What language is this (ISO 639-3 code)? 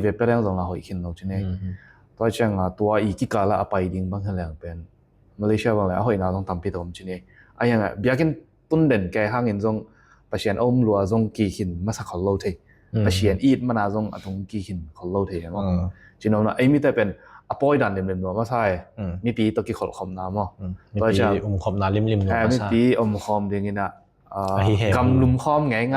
ctd